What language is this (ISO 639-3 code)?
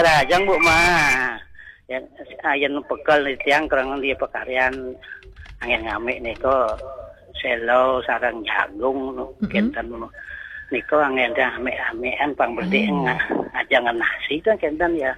ban